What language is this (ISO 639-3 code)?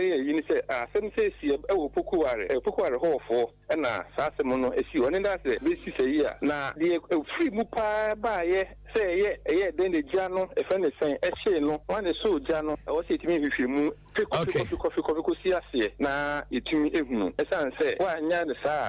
aka